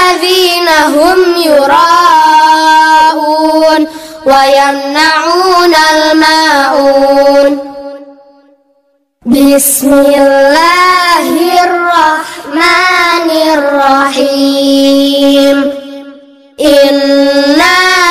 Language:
Arabic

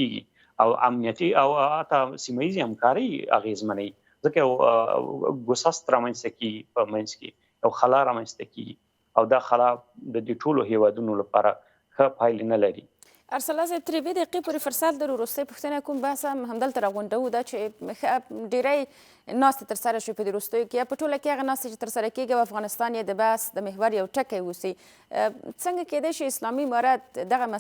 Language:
Pashto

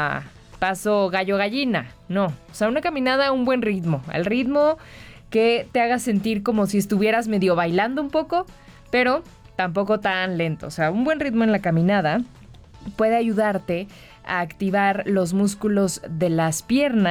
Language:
Spanish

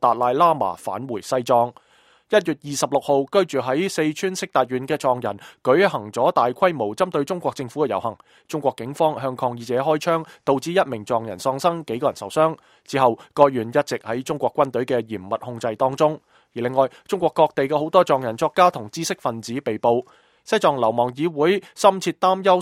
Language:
Cantonese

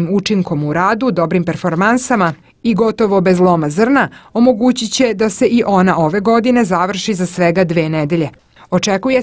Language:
Serbian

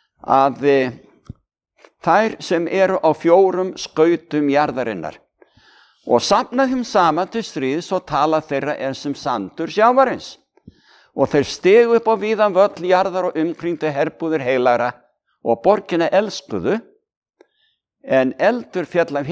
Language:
Icelandic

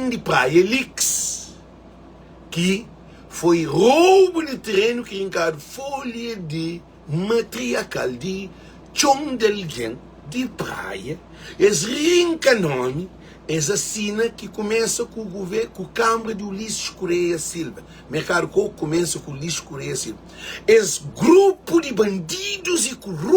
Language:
Kabuverdianu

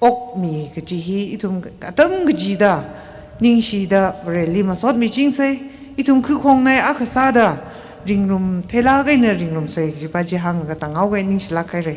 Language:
Tangkhul Naga (India)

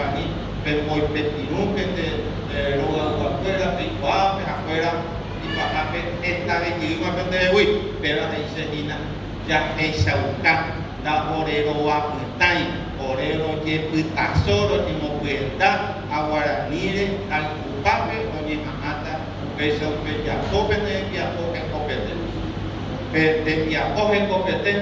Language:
Guarani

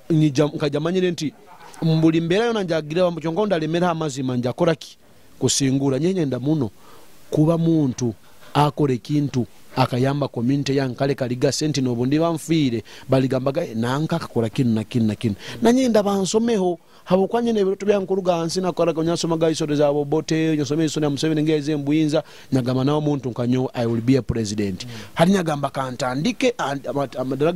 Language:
Nyoro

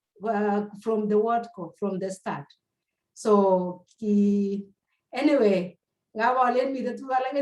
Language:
Kalenjin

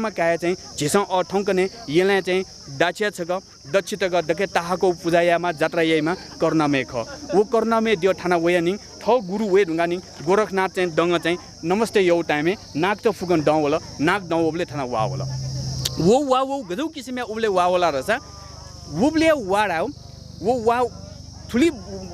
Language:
Newari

